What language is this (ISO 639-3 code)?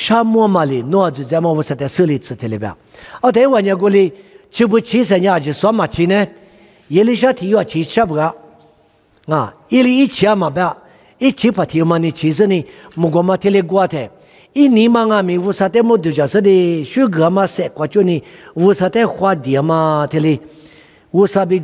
lis